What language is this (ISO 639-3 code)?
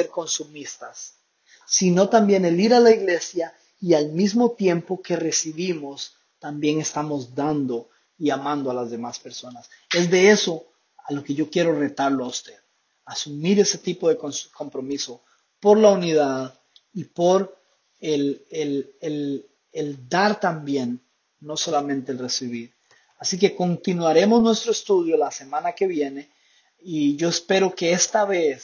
spa